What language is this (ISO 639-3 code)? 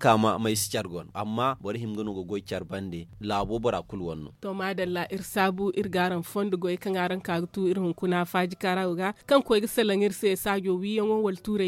dje